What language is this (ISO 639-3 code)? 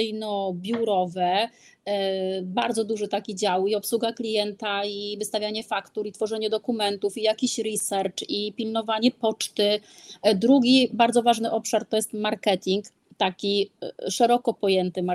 pol